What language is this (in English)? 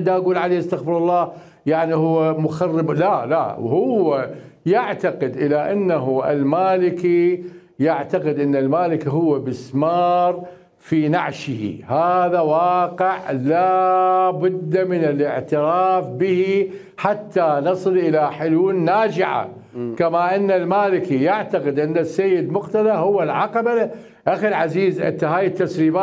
Mesopotamian Arabic